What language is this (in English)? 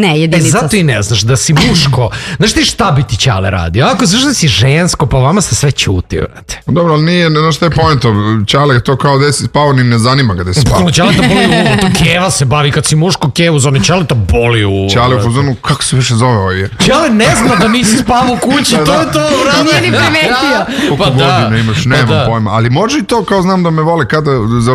Serbian